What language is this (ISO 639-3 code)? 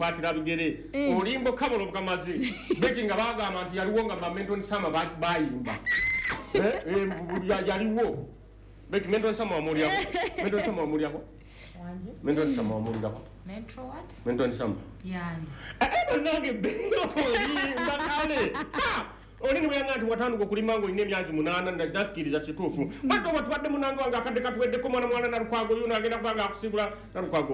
lug